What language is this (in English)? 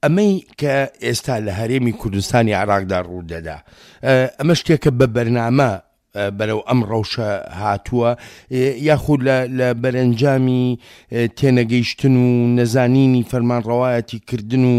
Central Kurdish